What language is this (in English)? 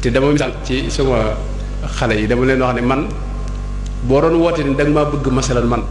Wolof